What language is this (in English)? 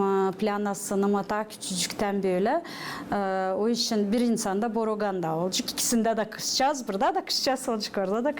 Gagauz